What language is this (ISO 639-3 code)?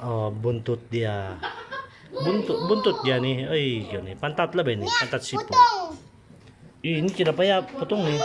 msi